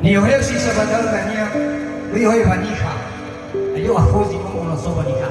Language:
Nias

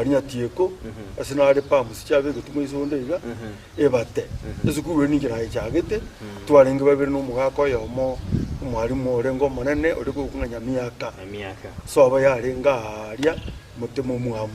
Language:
Gusii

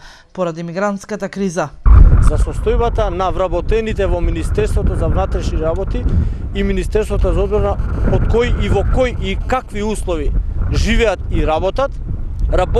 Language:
Macedonian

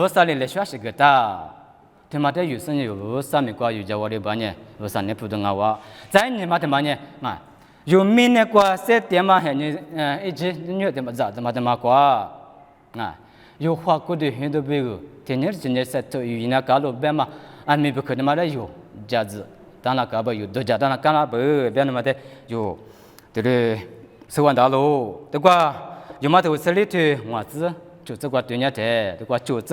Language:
Lisu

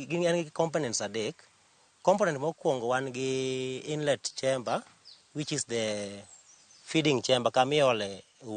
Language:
Luo (Kenya and Tanzania)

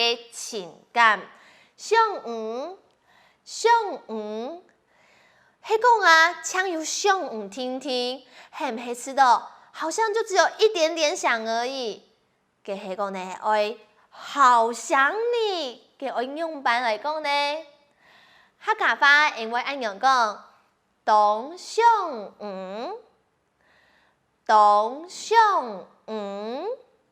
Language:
Hakka Chinese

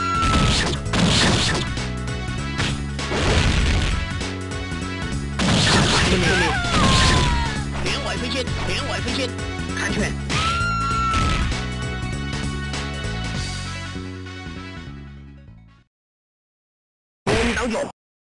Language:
Chinese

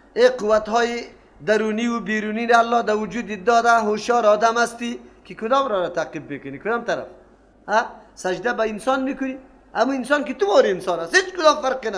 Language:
Persian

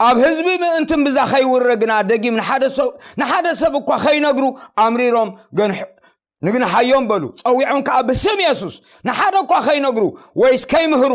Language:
Tigrinya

